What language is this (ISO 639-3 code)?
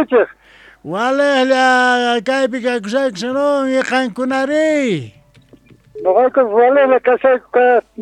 que